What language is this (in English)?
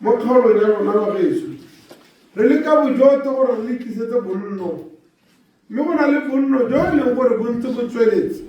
Tswana